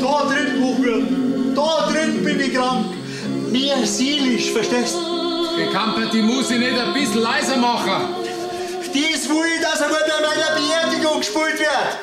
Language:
Bavarian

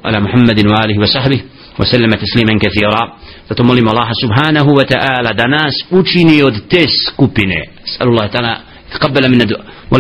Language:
Bosnian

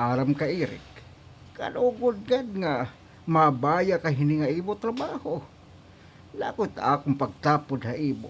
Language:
Waray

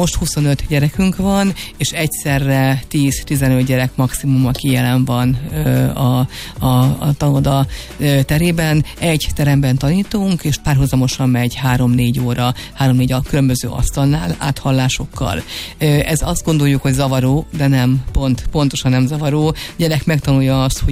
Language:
Hungarian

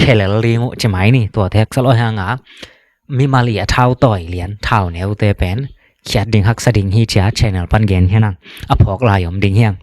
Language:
Tedim Chin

